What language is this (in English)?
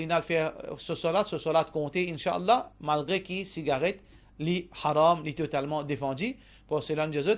Morisyen